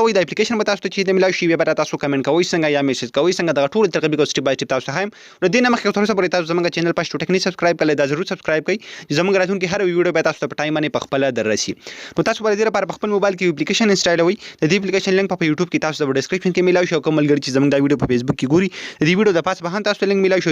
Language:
Pashto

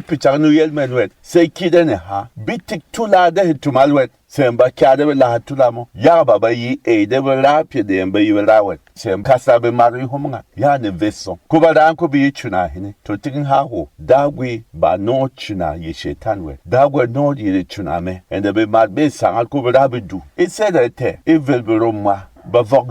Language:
Berom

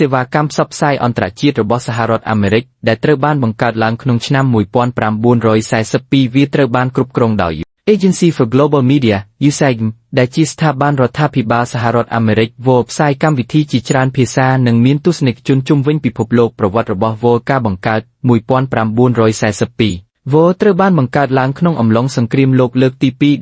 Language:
Khmer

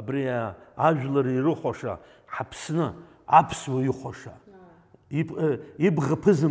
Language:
Abkhazian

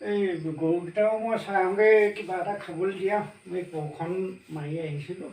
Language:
Assamese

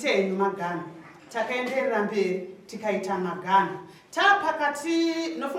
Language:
Shona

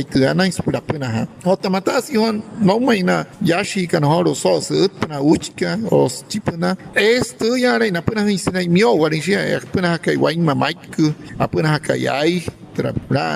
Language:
Wayuu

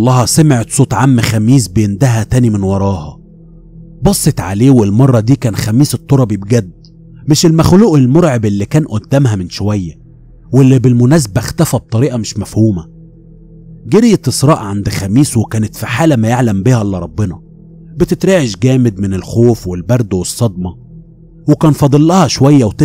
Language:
Egyptian Arabic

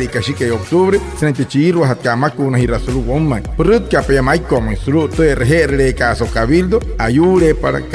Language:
Wayuu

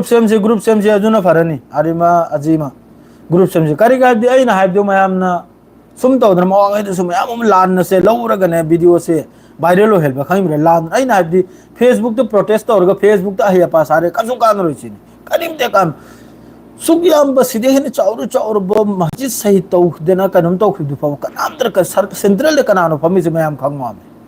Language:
Manipuri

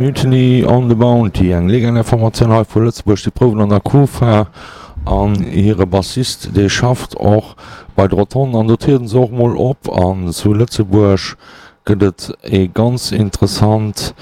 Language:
Luxembourgish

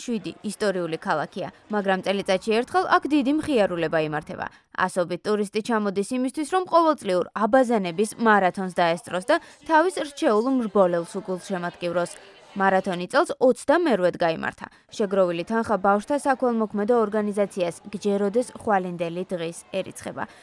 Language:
Georgian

